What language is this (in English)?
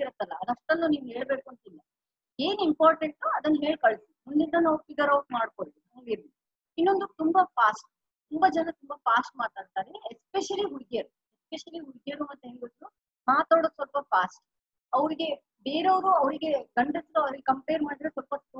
Kannada